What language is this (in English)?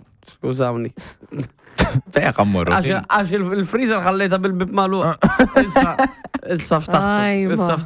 Maltese